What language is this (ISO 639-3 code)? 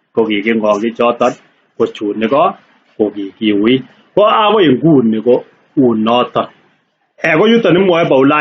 kln